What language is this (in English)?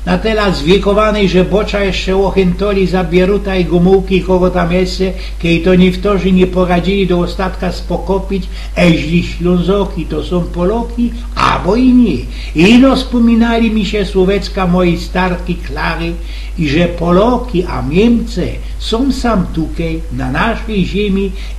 Silesian